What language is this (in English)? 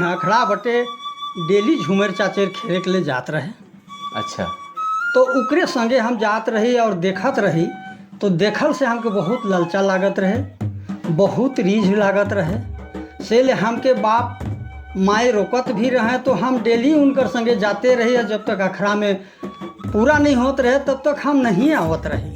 Sadri